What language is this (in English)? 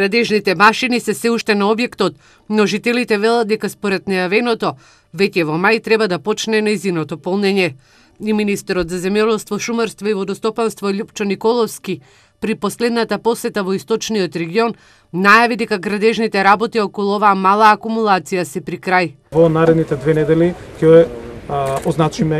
Macedonian